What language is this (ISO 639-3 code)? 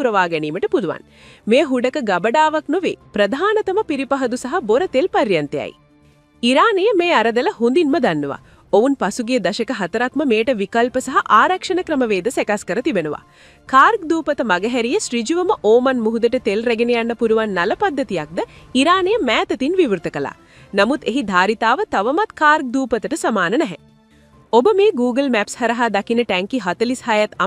sin